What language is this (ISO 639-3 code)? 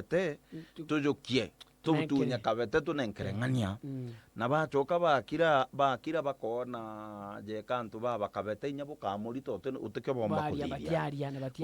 mer